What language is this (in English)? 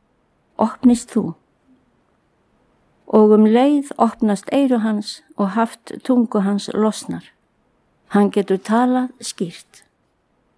Icelandic